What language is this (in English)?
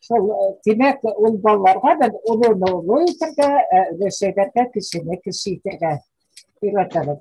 Bashkir